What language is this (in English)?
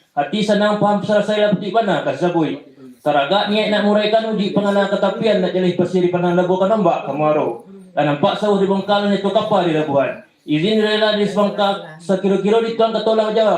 Minangkabau